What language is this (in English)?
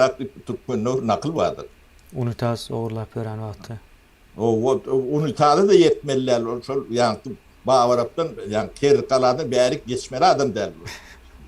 Turkmen